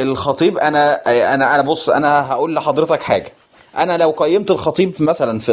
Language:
Egyptian Arabic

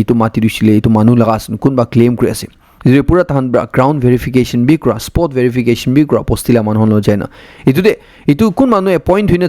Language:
Naga Pidgin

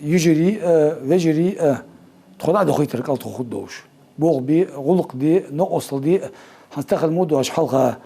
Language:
Ingush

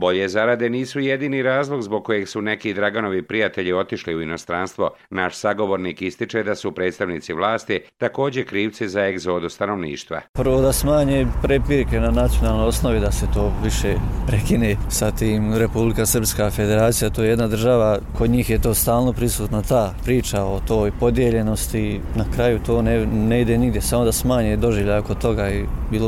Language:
Bosnian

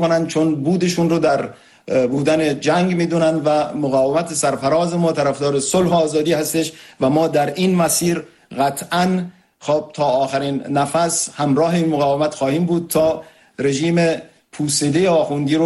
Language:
Persian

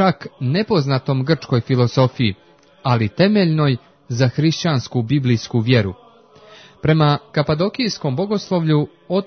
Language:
Serbian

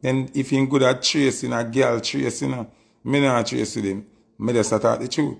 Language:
Jamaican Creole English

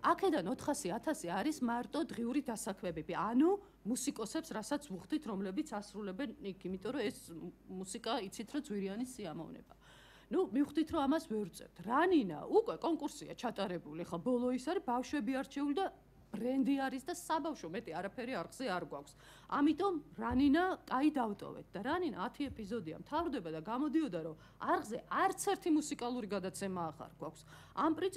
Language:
Georgian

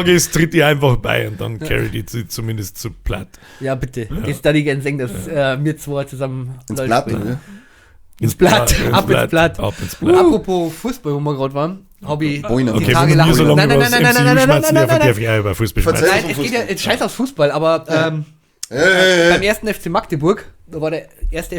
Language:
Bavarian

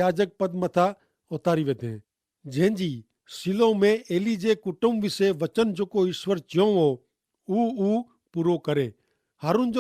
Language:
Kachhi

